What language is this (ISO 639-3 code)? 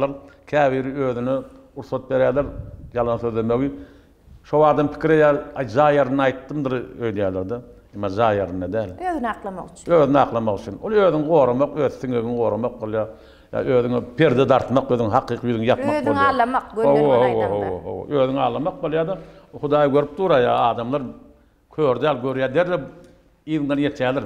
tuk